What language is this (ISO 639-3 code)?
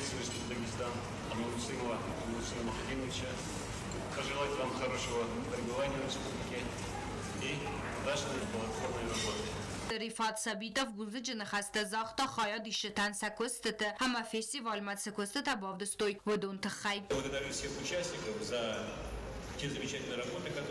oss